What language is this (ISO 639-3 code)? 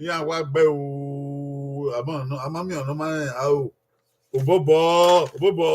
bin